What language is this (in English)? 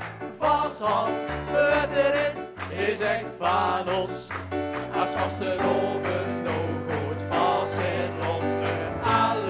Limburgish